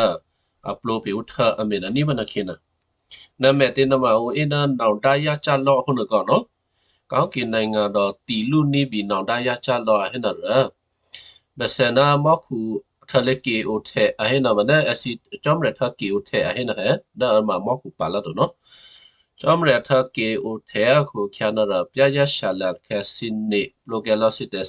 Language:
Western Kayah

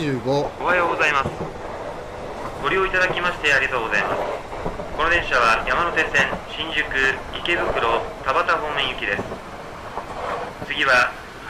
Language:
Japanese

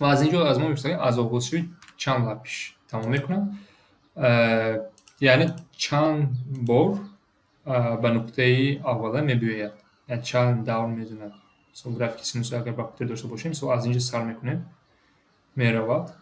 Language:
Tajik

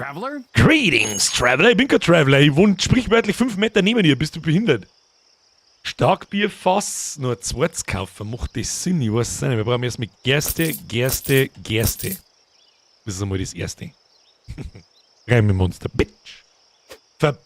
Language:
Bavarian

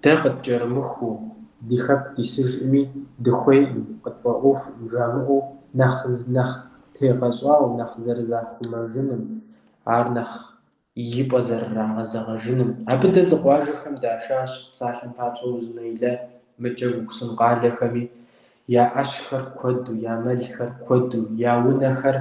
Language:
Kabardian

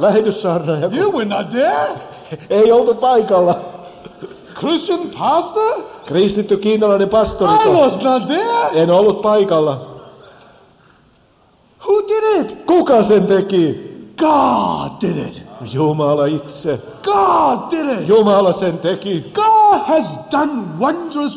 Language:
Finnish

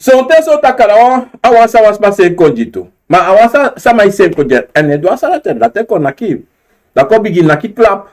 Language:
Sranan Tongo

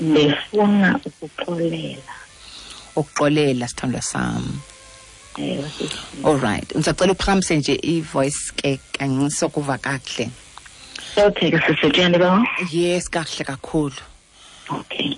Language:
Xhosa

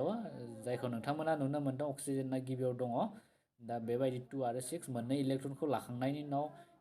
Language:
Bodo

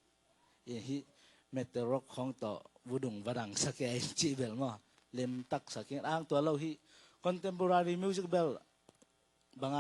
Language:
Tedim Chin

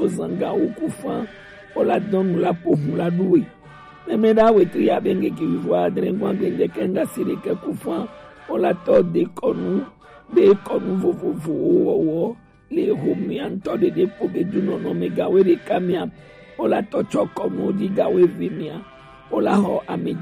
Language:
Gen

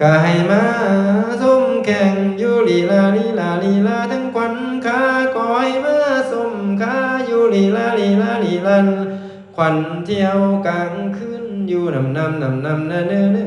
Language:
Lao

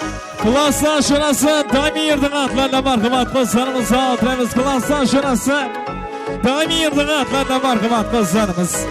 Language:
Kara-Kalpak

